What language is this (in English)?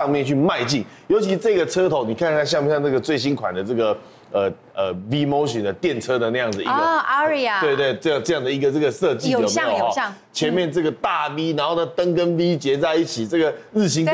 Chinese